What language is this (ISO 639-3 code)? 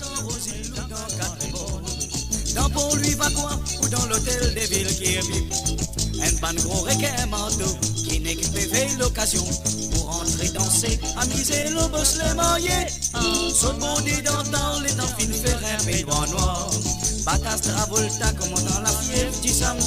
mfe